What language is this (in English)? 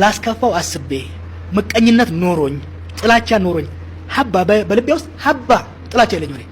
Amharic